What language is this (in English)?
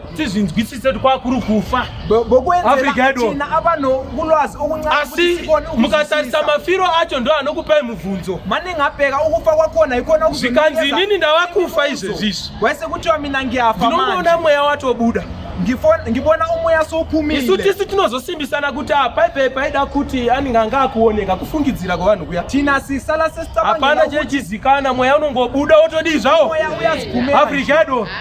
Shona